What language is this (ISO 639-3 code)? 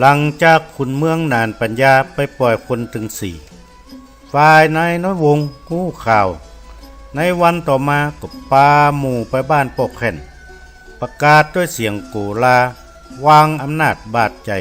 nod